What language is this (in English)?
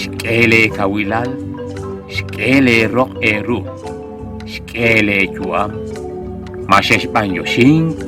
Kekchí